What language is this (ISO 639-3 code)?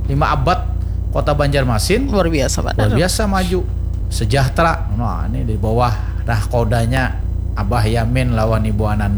bjn